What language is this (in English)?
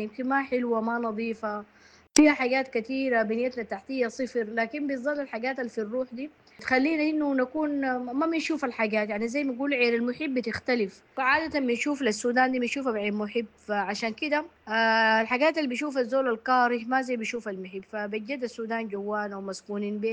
Sudanese Arabic